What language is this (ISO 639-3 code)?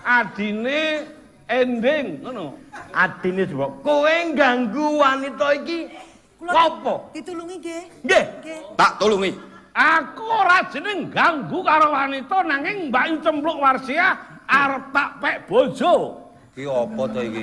jav